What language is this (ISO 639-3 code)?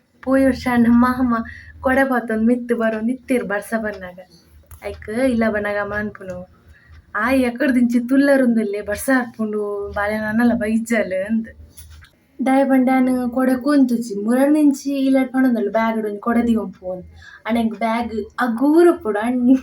tcy